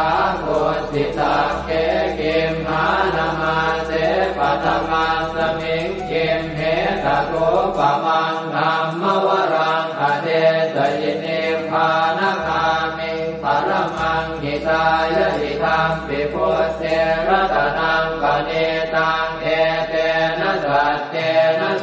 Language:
Pali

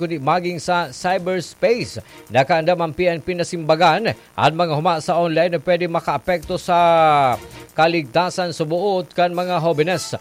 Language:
Bikol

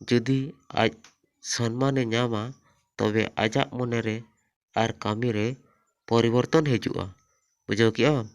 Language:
Santali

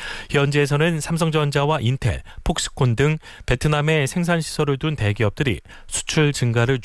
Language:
Korean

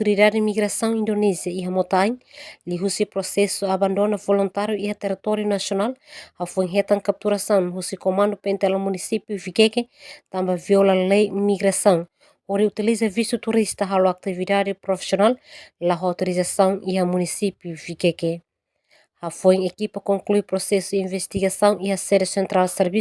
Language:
Tetum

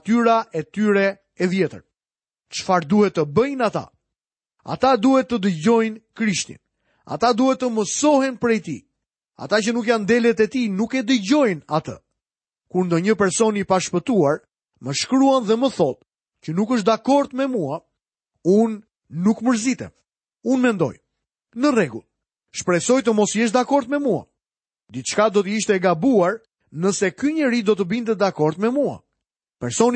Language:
Albanian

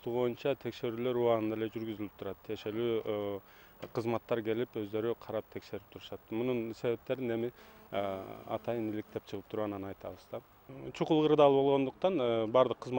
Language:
Kyrgyz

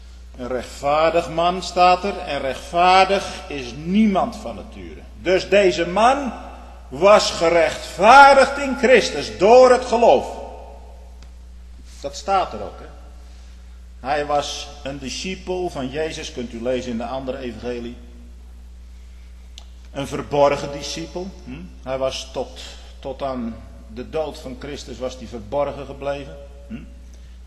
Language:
Dutch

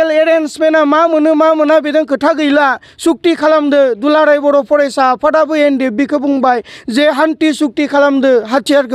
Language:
Bodo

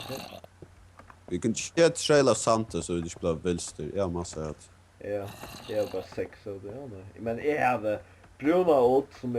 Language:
Faroese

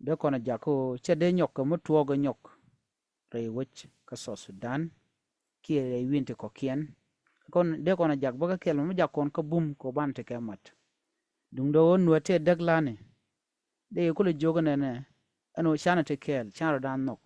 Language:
Nuer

